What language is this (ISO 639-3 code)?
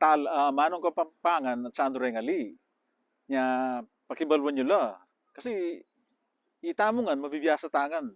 pam